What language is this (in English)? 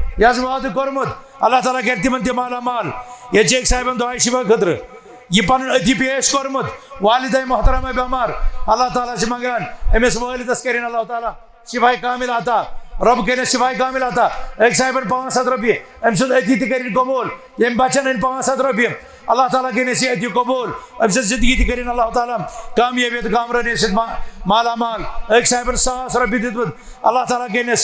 Kashmiri